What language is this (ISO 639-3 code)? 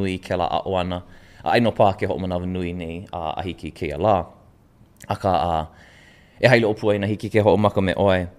haw